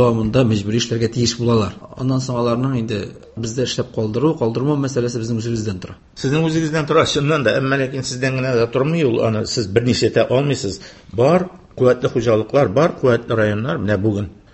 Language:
Tatar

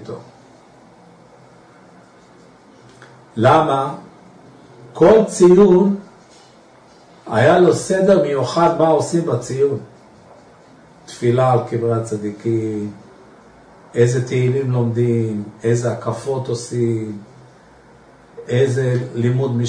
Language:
Hebrew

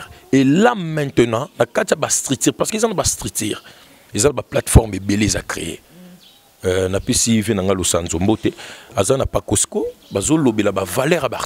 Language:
Lingala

